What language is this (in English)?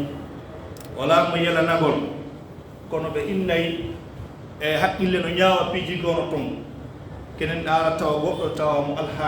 Pular